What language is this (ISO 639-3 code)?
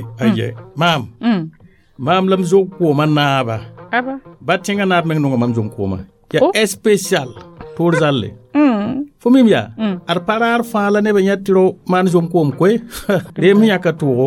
mos